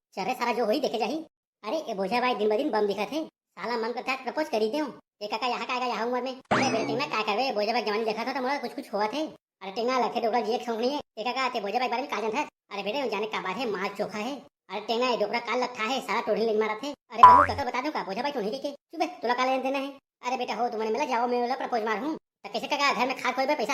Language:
Chhattisgarhi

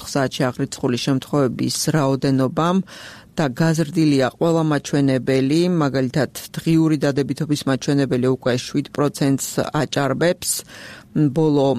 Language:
Georgian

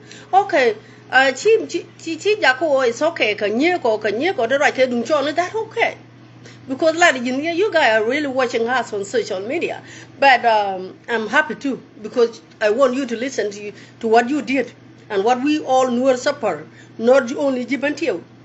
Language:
Nuer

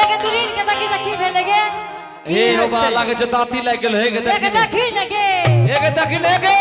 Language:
Angika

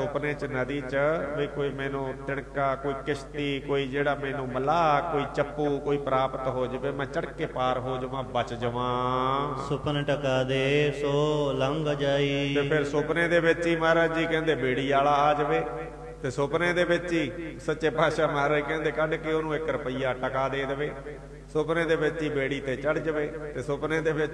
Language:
Punjabi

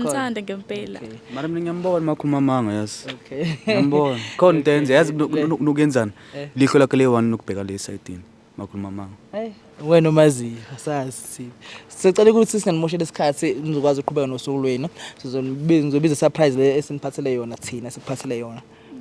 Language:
Zulu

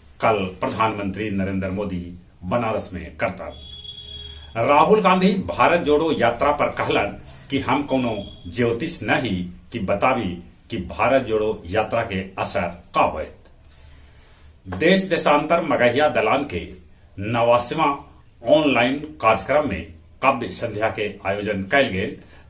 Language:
Magahi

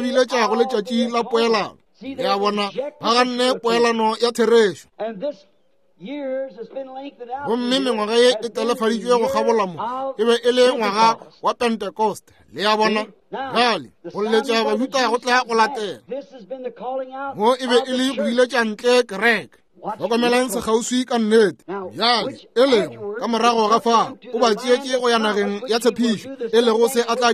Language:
Northern Sotho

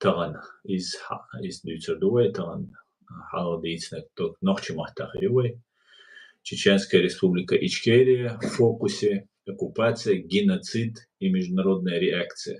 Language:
Chechen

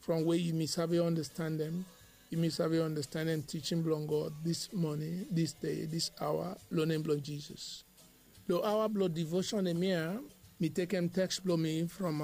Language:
Bislama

